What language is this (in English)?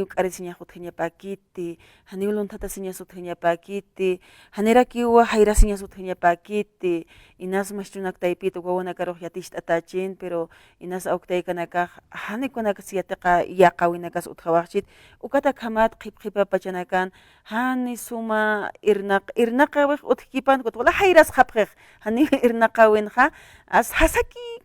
Aymara